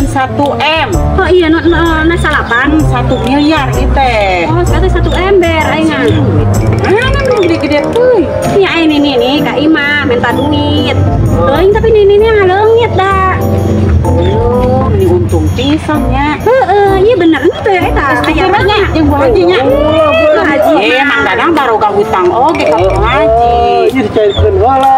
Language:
Sundanese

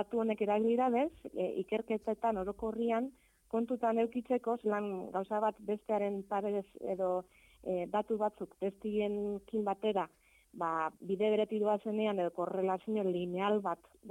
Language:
Basque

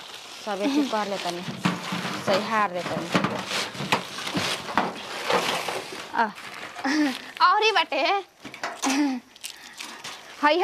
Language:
Bhojpuri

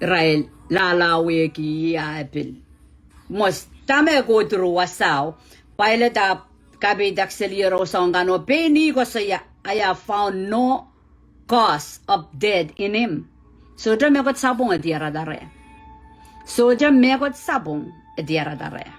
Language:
Pohnpeian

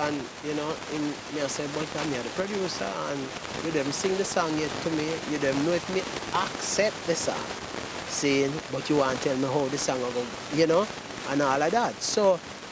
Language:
Jamaican Creole English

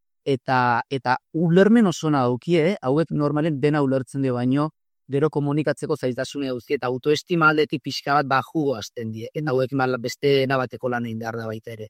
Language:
Basque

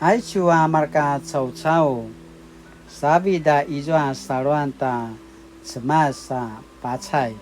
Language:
Paiwan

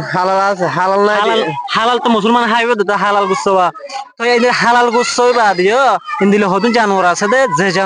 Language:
Rohingya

